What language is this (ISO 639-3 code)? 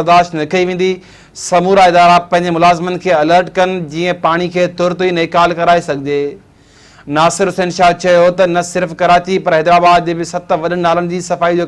snd